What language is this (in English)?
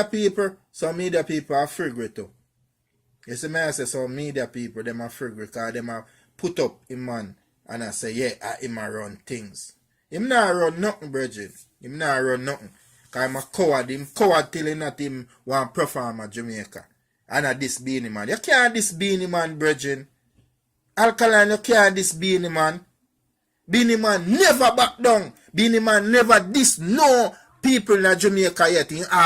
Jamaican Creole English